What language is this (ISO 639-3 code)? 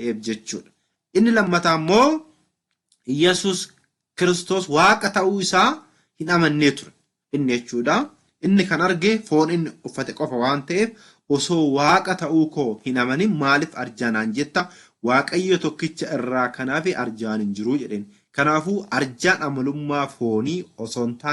orm